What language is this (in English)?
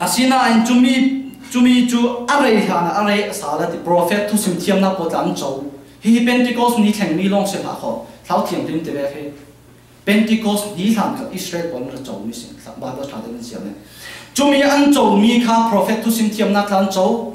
Falam Chin